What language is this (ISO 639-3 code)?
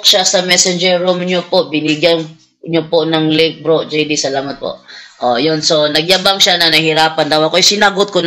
fil